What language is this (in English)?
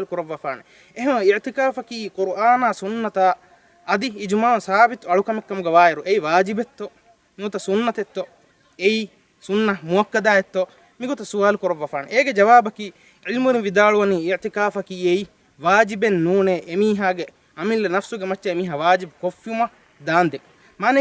Divehi